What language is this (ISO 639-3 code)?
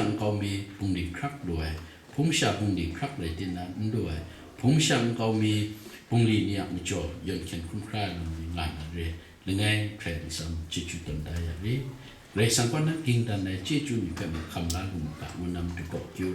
kac